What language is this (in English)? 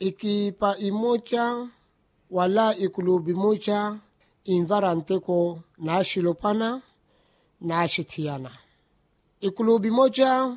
Makhuwa